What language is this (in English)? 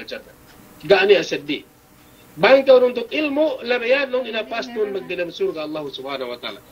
Yakan